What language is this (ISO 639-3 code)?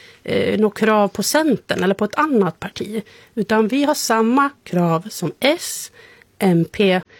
swe